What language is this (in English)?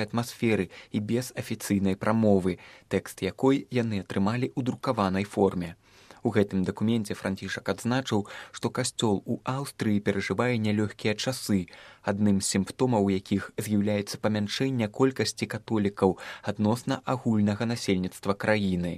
Belarusian